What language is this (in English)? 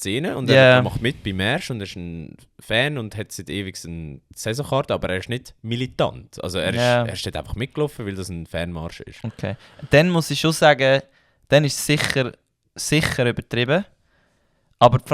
Swiss German